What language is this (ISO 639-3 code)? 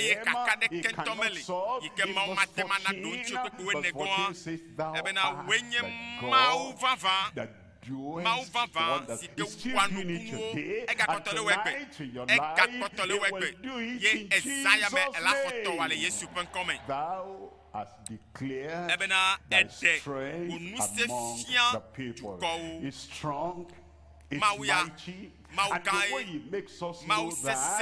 ewe